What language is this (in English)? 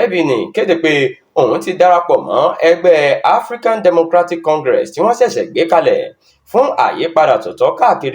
Yoruba